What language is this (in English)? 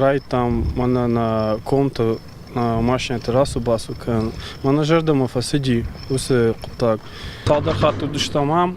Ossetic